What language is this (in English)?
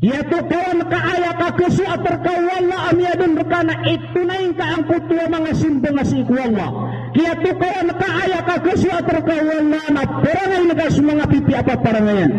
Maranao